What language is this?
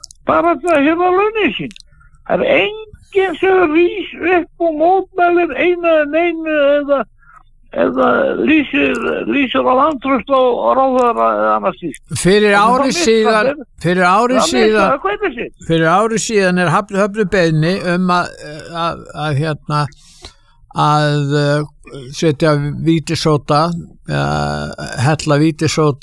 Icelandic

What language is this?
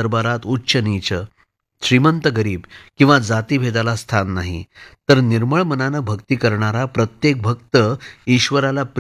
Marathi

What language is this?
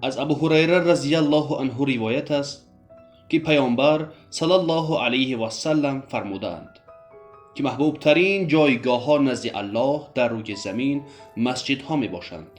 Tajik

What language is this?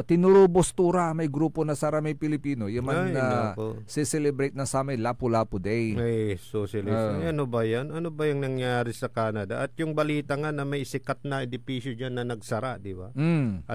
Pangasinan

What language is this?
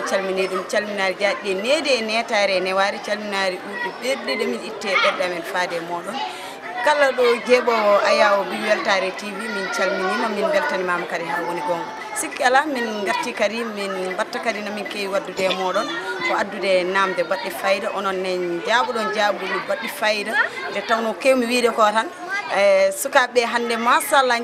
Fula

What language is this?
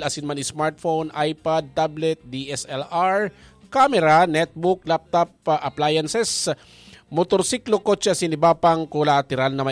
Bikol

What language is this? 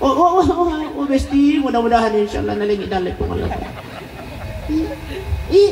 Buginese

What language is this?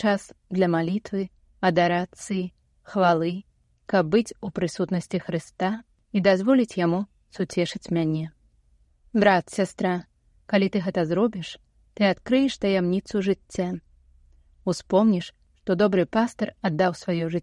Belarusian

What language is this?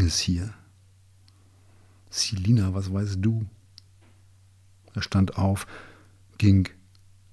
German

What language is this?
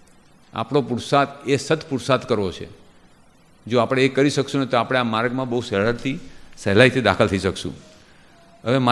Gujarati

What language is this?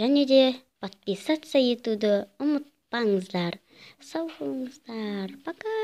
Kazakh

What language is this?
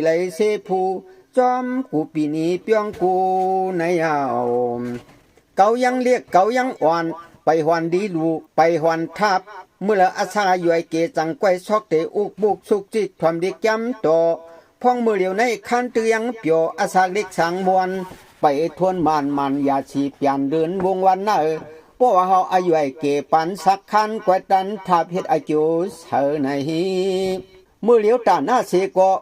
Shan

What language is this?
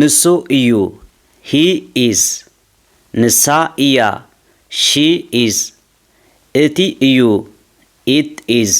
Tigrinya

